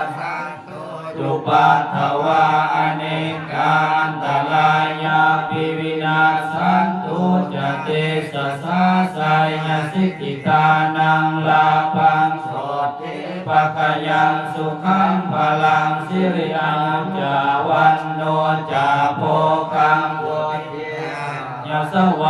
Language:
Pali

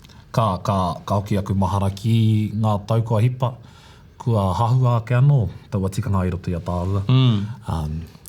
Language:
Māori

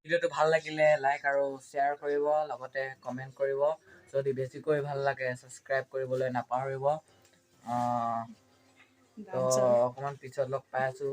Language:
Assamese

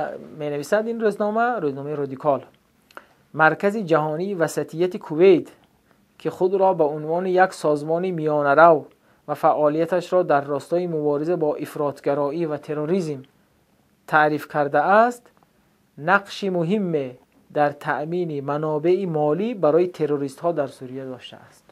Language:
Tajik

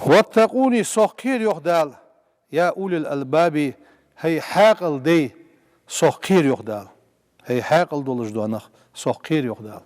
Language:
Ingush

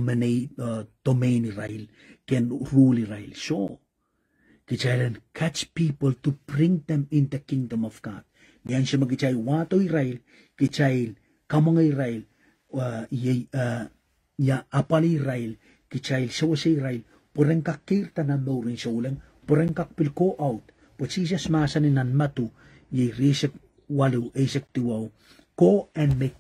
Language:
Pohnpeian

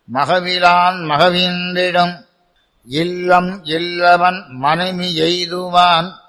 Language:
Tamil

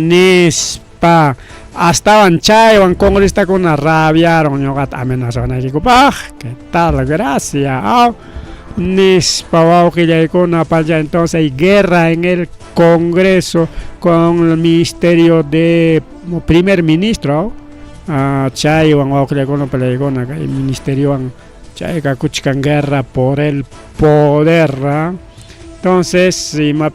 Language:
Ayacucho Quechua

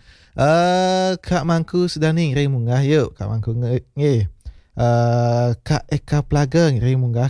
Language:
Balinese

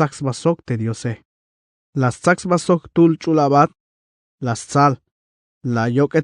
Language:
Tzeltal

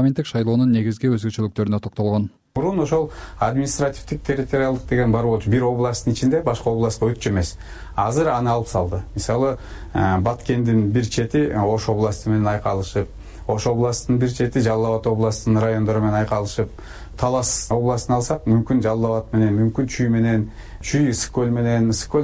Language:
Kyrgyz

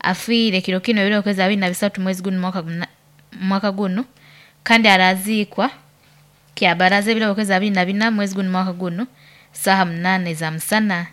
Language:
Nyoro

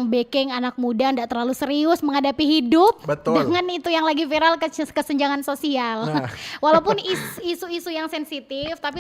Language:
Manado Malay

